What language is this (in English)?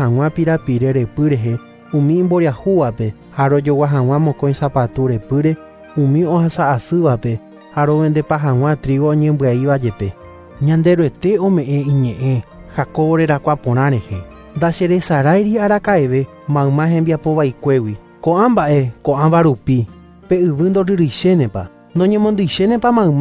Guarani